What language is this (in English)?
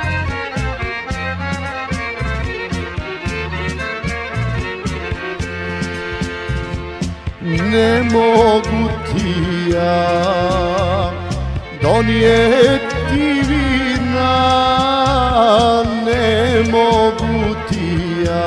Croatian